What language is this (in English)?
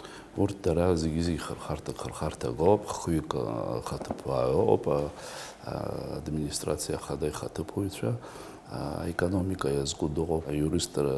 Abkhazian